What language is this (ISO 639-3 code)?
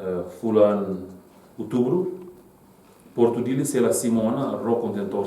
tet